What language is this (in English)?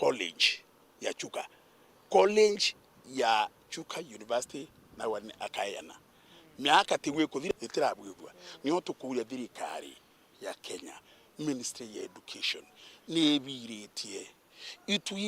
Meru